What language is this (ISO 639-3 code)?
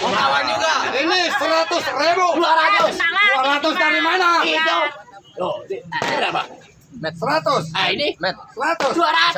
bew